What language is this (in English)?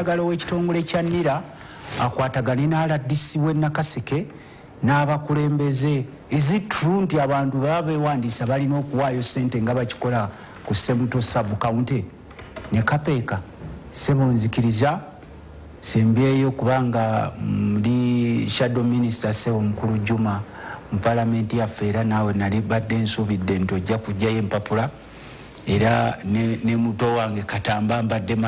Ganda